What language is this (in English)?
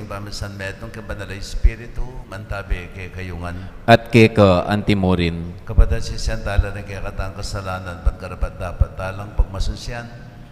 Pampanga